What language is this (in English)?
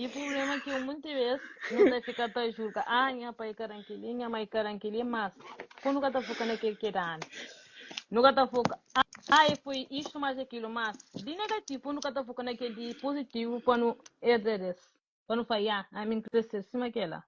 Kabuverdianu